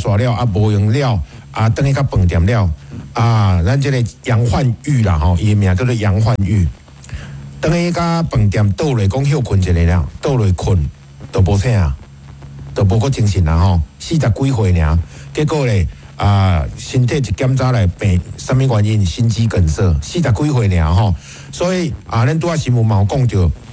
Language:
Min Nan Chinese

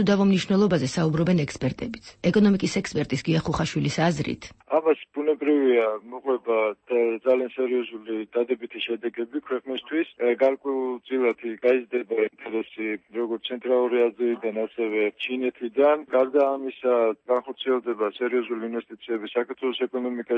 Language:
Georgian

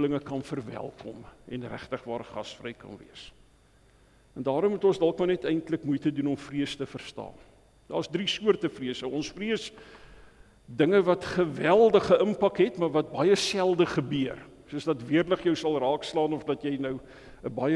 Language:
Afrikaans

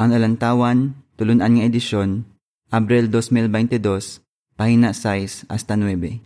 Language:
Hiligaynon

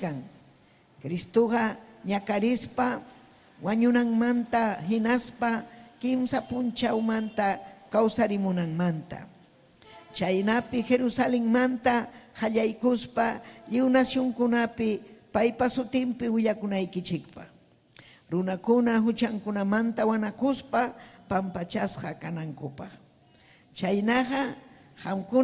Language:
Ayacucho Quechua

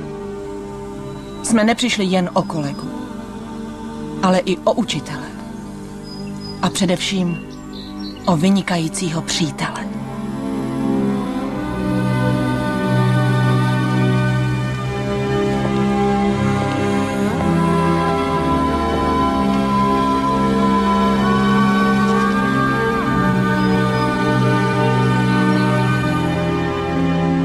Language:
Czech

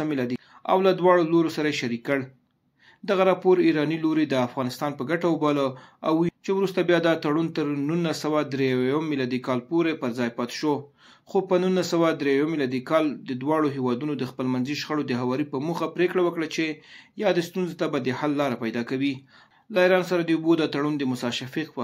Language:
Pashto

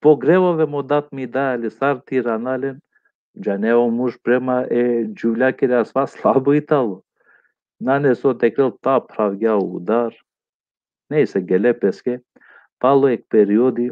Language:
Balkan Romani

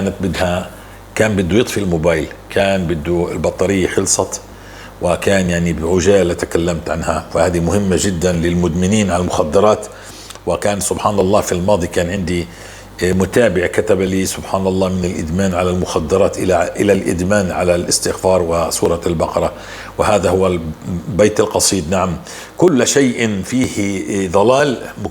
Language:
North Levantine Arabic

